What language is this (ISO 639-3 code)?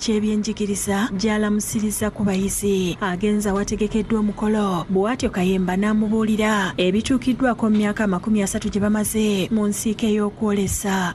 lug